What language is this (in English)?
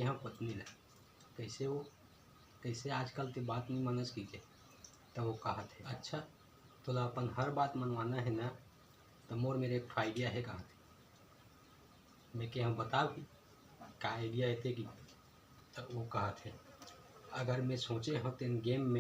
Chhattisgarhi